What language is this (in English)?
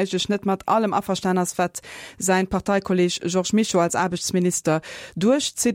Luxembourgish